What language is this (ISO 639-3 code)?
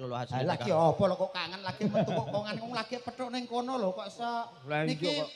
jav